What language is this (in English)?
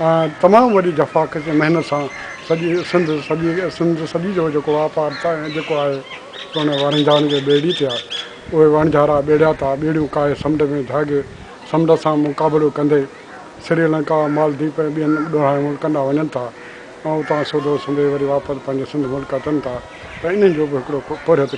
Sindhi